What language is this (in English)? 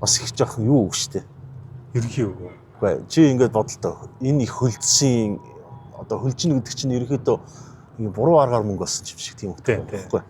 Mongolian